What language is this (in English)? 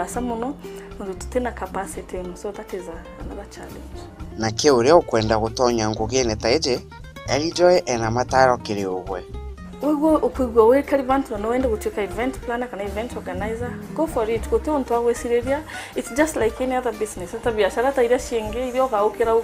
Meru